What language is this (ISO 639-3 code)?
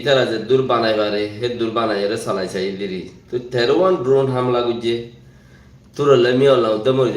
rhg